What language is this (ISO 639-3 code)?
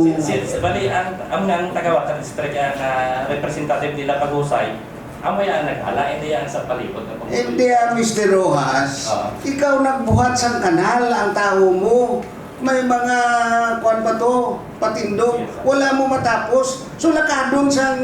hil